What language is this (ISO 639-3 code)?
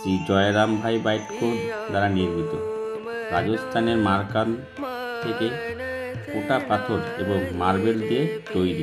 ben